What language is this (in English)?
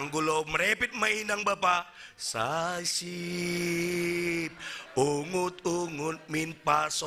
Batak Simalungun